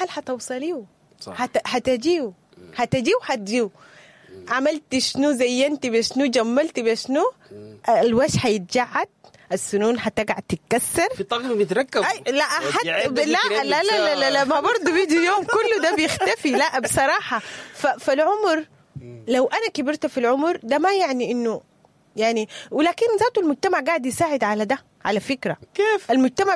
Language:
Sudanese Arabic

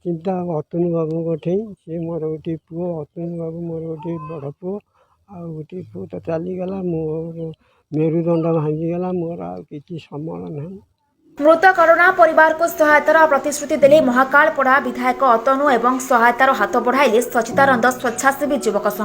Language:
Odia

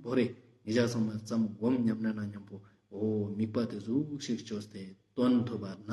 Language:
Ladakhi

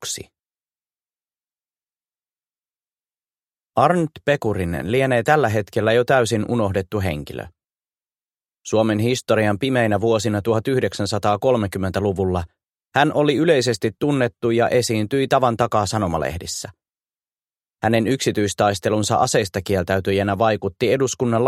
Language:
Finnish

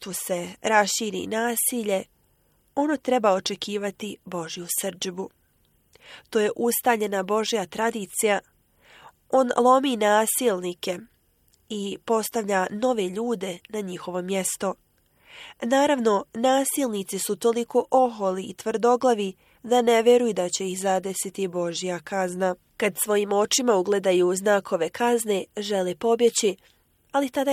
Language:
Bosnian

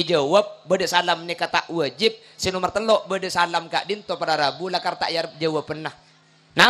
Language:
Madurese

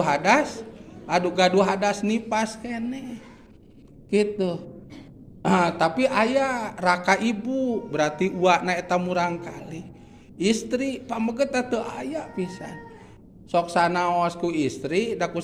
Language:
Sundanese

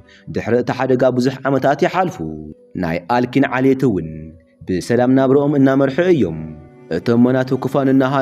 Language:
Tigrinya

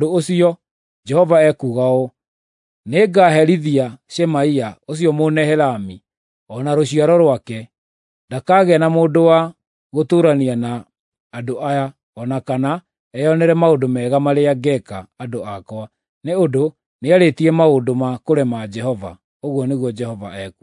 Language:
Kikuyu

